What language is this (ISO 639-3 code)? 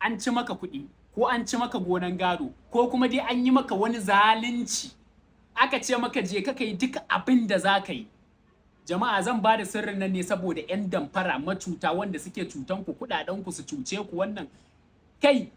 hau